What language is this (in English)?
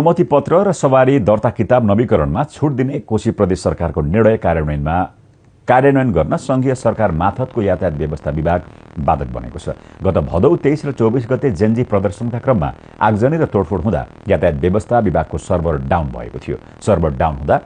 Nepali